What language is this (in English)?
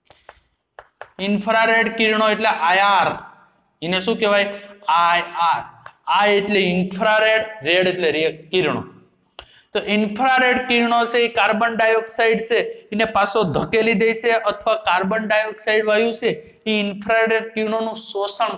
Gujarati